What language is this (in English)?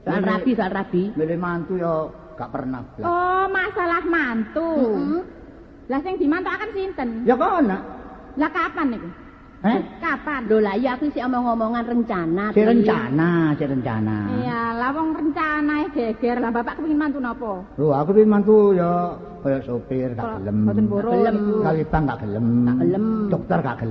Javanese